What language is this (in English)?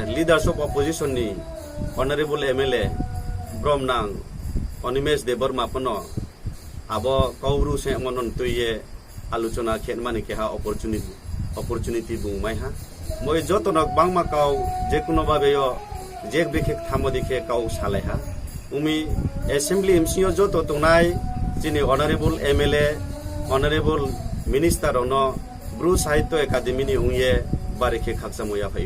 Riang (India)